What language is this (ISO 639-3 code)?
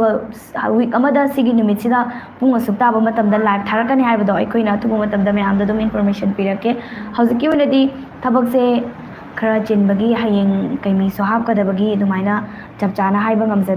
mni